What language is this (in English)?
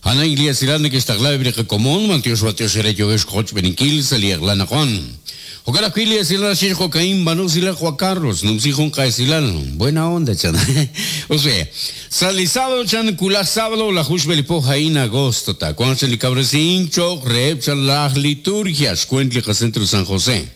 Kekchí